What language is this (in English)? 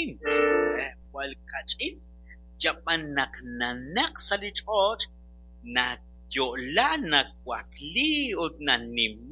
Kekchí